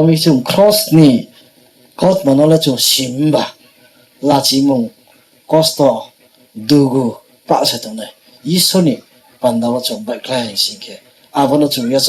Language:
Riang (India)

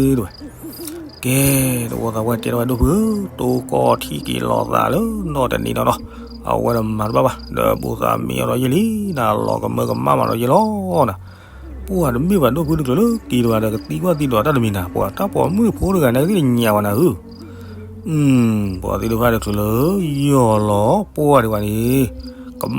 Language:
S'gaw Karen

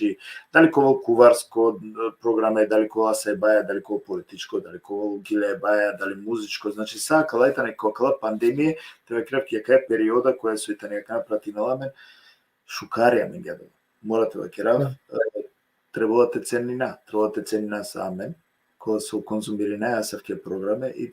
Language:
Balkan Romani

